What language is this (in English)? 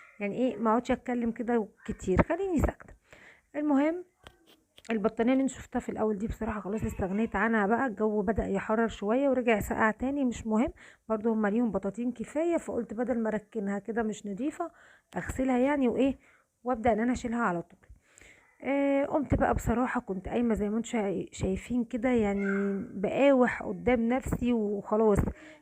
Egyptian Arabic